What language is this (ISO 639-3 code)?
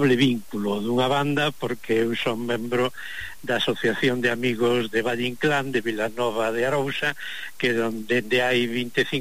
glg